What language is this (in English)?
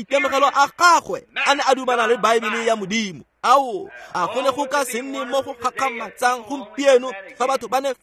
Tswana